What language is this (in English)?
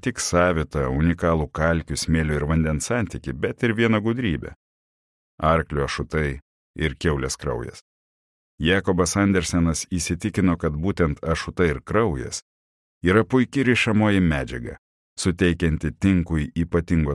Lithuanian